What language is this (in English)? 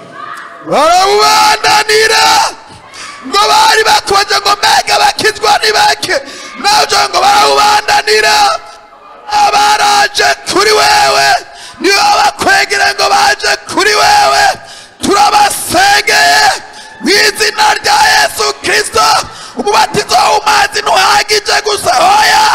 Rundi